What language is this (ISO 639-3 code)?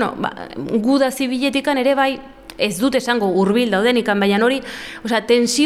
eus